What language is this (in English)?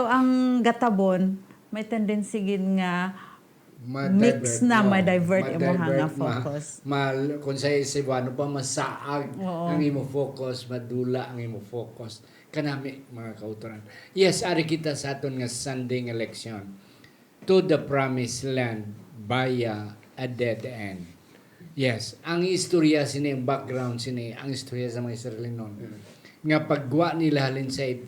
Hiligaynon